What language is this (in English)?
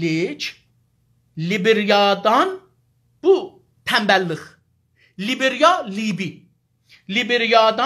South Azerbaijani